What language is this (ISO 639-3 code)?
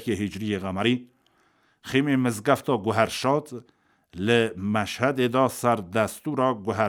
kur